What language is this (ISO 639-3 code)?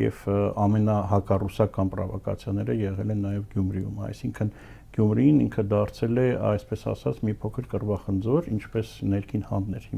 hye